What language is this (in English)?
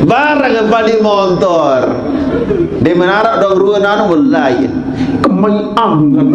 Sasak